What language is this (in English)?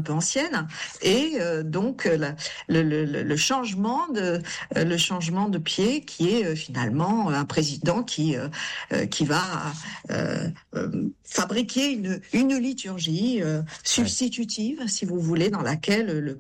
French